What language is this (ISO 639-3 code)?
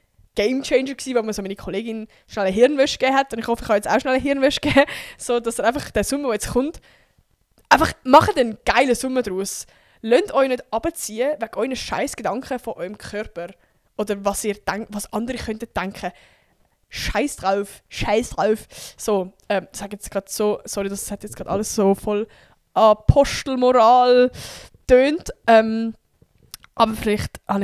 gsw